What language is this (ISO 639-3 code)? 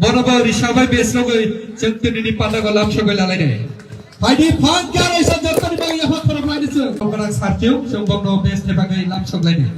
trp